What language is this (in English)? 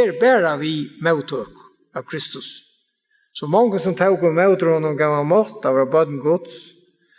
Faroese